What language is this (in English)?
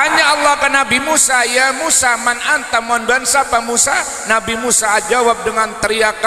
Madurese